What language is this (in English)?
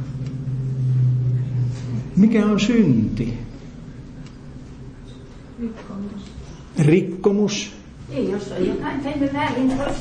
Finnish